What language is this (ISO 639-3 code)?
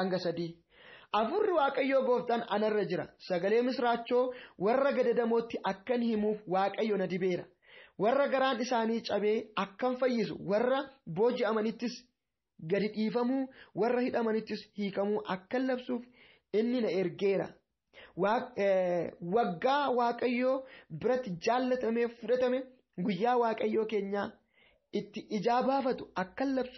orm